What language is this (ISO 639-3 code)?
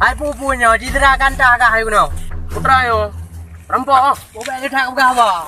ace